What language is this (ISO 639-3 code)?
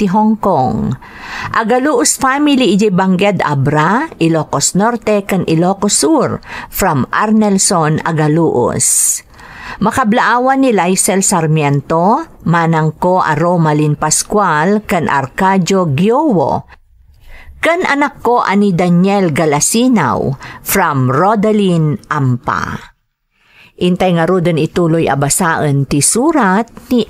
ilo